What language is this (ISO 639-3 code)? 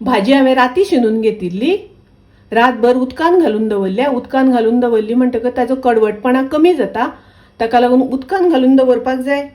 kok